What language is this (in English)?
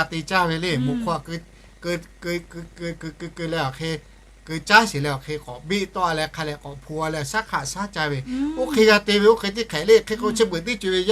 Lahu